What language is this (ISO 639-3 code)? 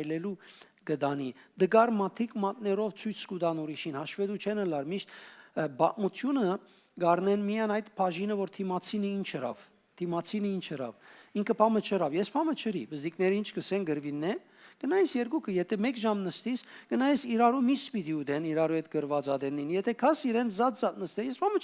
hyw